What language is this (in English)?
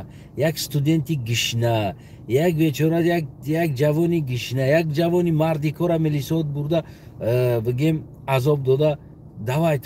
Tajik